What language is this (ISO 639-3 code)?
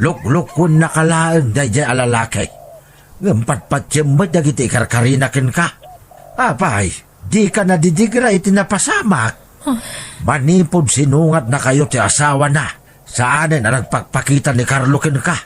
ilo